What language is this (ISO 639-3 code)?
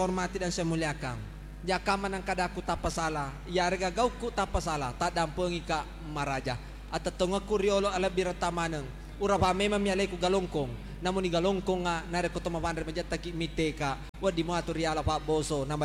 bug